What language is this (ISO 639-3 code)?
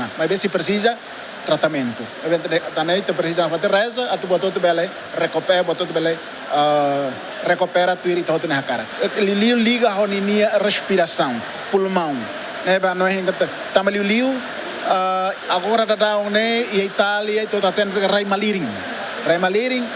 tet